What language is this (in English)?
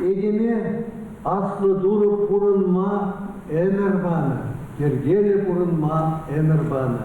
Chuvash